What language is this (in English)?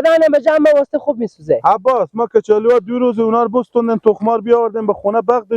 Persian